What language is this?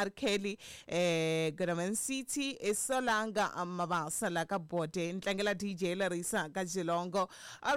Tsonga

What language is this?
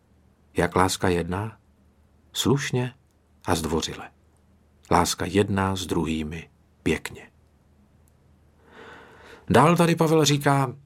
Czech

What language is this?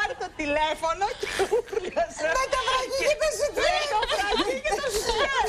Greek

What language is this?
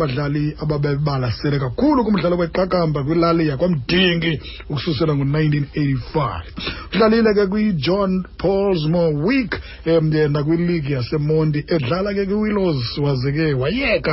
Xhosa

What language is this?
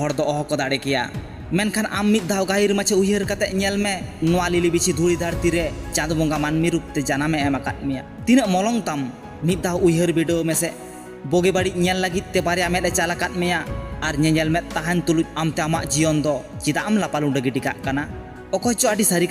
Santali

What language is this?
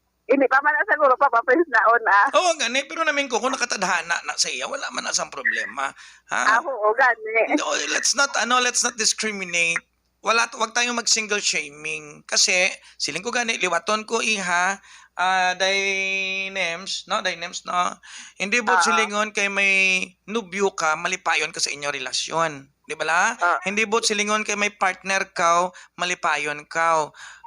Hiligaynon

